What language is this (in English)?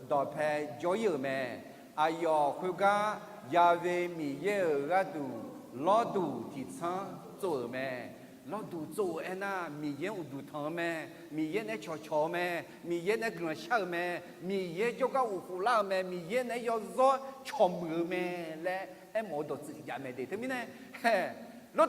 Akha